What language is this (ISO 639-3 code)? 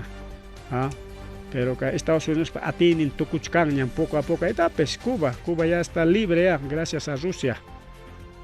quy